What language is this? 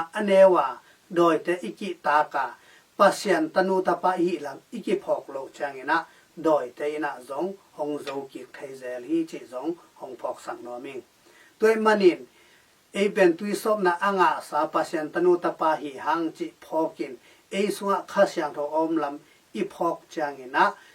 Tedim Chin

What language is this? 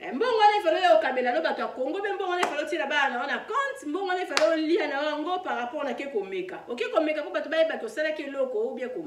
Lingala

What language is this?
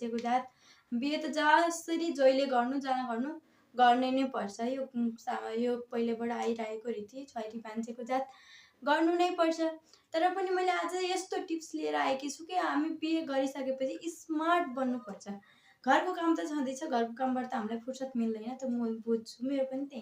Nepali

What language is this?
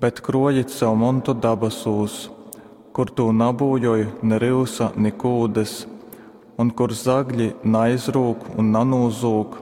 Latgalian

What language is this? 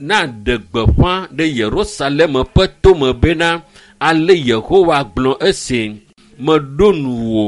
Ewe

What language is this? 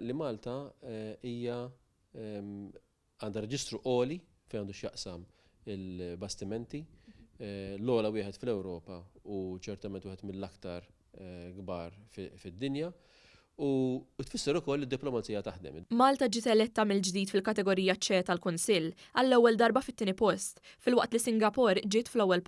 Maltese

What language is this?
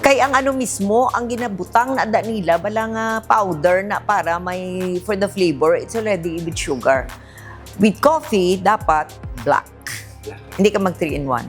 Hiligaynon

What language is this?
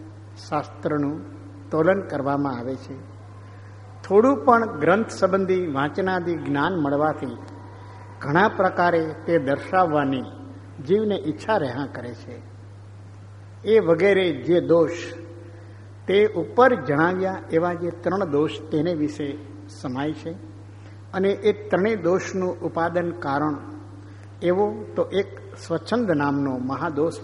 Gujarati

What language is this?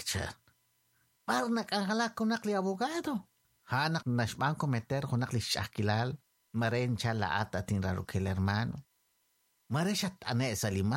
Kekchí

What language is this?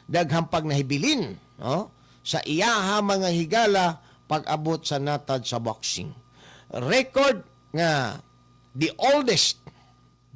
Cebuano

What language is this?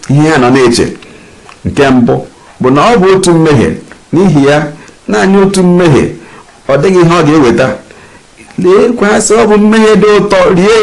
Igbo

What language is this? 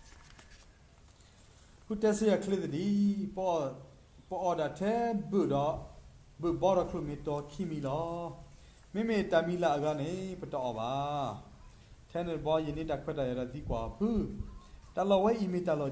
S'gaw Karen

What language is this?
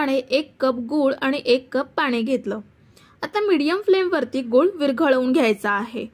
Marathi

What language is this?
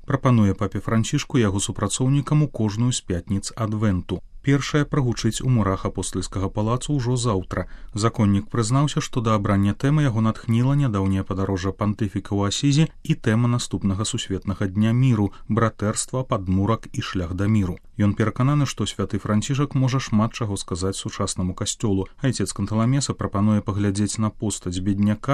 Belarusian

